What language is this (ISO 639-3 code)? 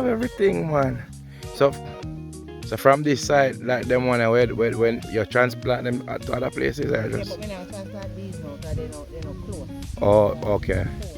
jam